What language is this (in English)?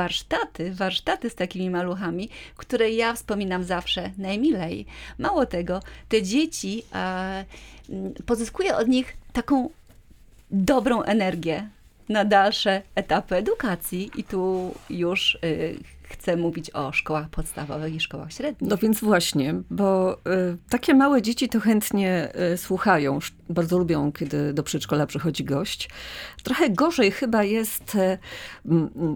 Polish